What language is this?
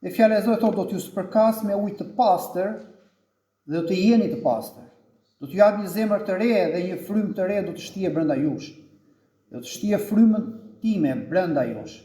Albanian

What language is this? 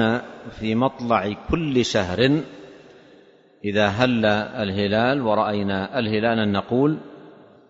Arabic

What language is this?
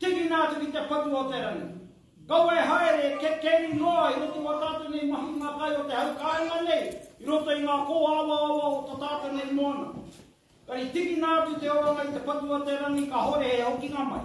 Māori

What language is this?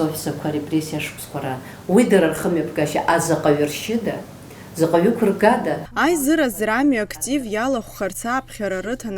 Abkhazian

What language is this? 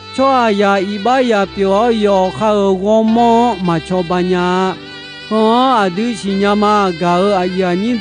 Akha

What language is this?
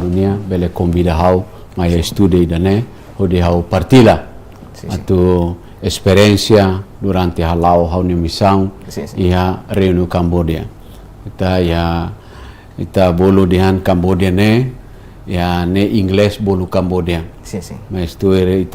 Tetum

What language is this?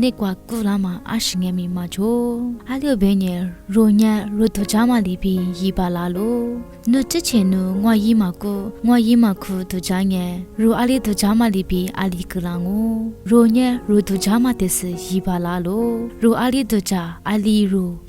Lisu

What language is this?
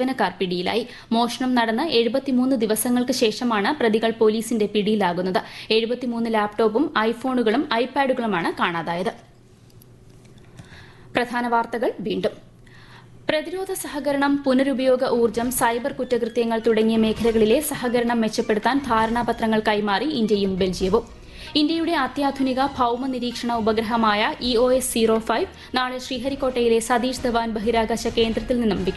Malayalam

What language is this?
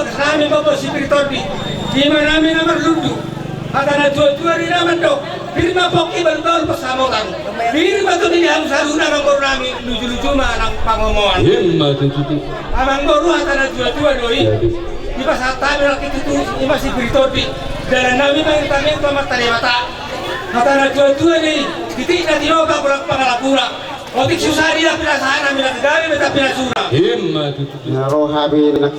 Batak Toba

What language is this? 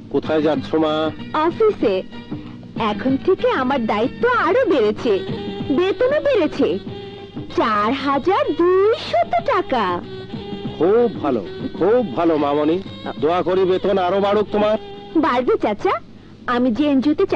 Bangla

